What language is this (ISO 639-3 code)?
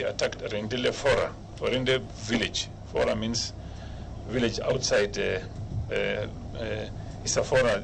luo